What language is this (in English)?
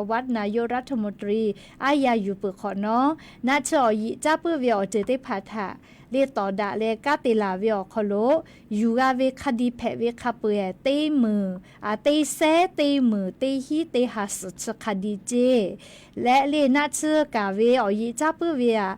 Lahu